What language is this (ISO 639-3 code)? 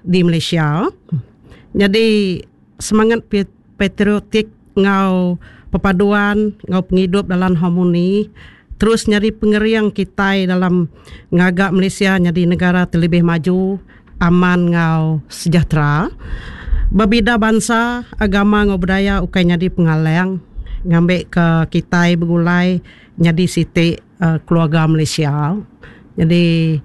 iba